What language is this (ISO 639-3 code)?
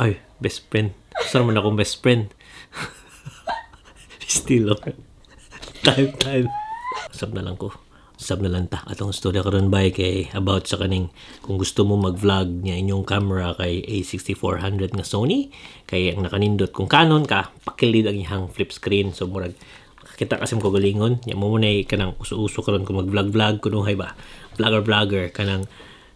ceb